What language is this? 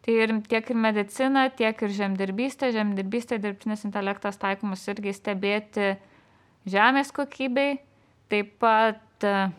Lithuanian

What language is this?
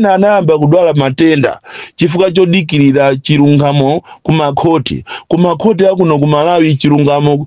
Nyanja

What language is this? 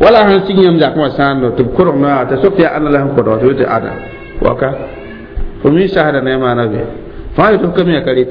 Mossi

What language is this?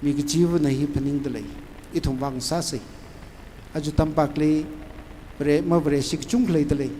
Tangkhul Naga (India)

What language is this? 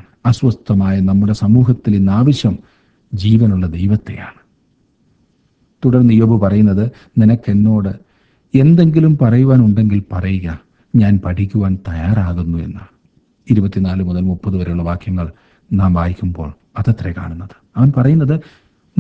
Malayalam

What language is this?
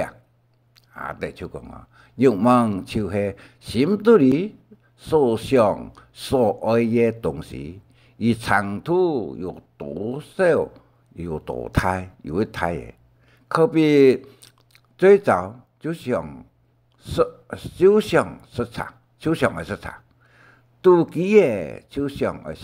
Hakka Chinese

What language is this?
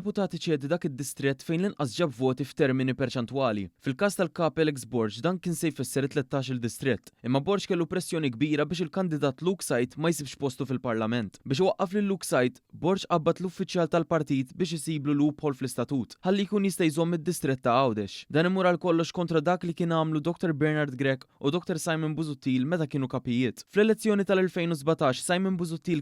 Maltese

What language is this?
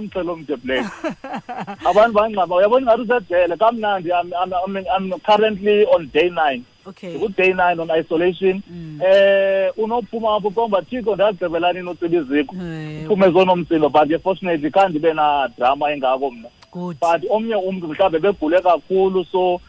Xhosa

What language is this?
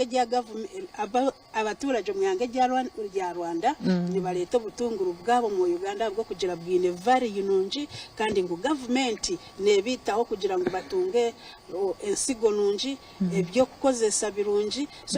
Nyankole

